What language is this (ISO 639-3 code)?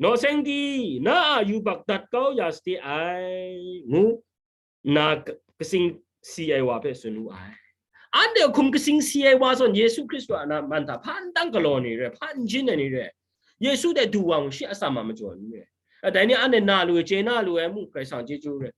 kac